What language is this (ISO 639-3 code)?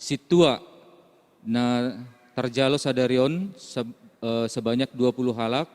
bts